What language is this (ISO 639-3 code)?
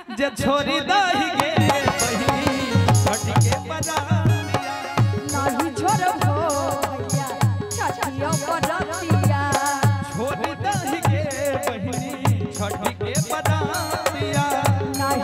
mai